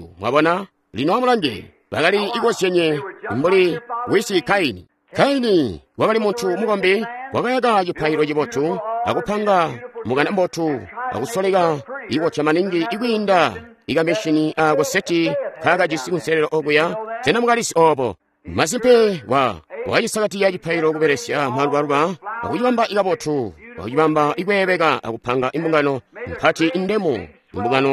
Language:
Tonga (Zambia)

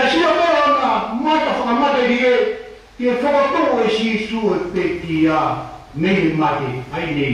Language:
Tongan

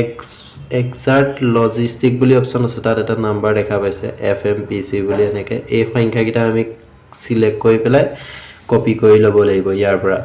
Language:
Assamese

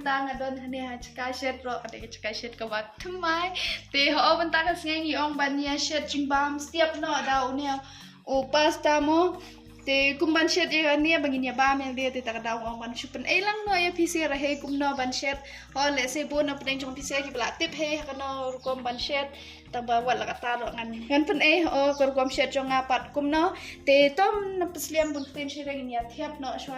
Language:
Khasi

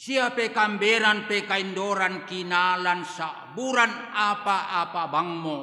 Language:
Toraja-Sa'dan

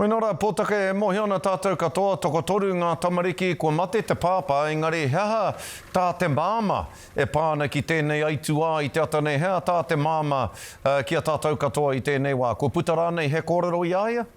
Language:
Māori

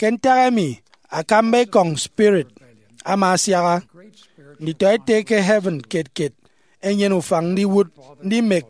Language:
Efik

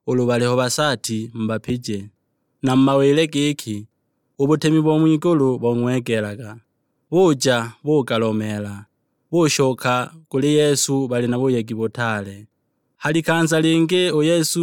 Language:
Sukuma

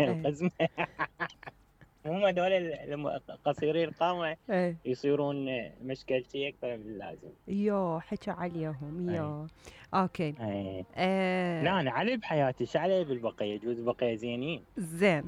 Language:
Mesopotamian Arabic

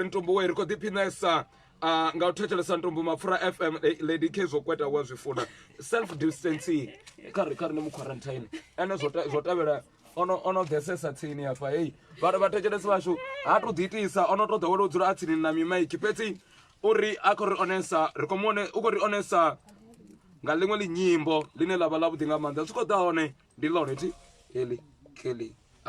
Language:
Venda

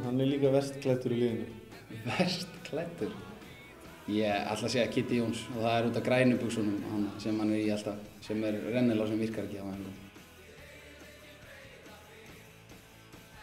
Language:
Icelandic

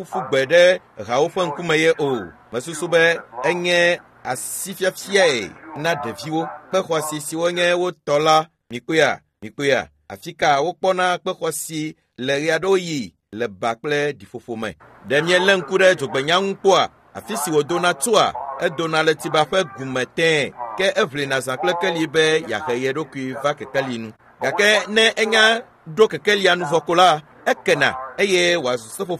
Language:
Ewe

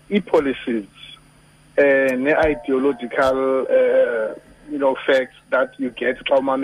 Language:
Xhosa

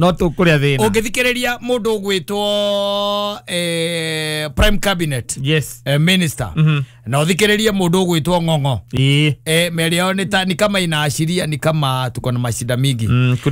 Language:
Kikuyu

